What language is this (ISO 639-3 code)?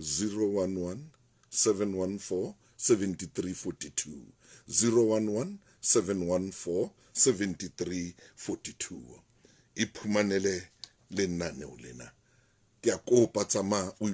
sot